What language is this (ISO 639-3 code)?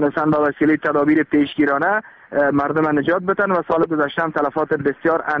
fas